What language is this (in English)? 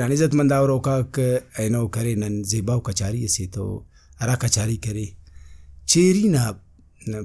Brahui